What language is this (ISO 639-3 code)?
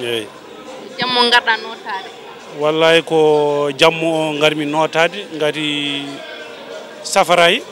ful